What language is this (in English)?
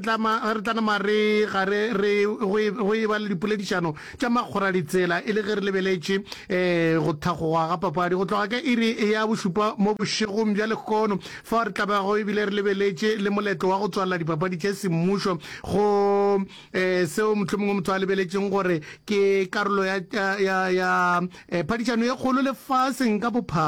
Northern Sotho